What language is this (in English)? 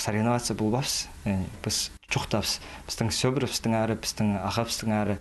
Khakas